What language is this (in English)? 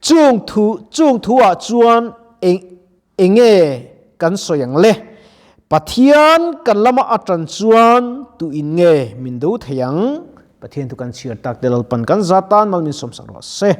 Mizo